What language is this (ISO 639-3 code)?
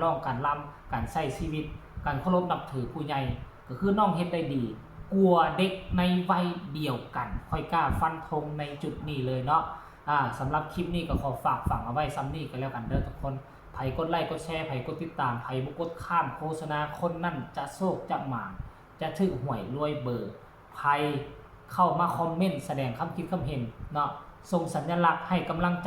tts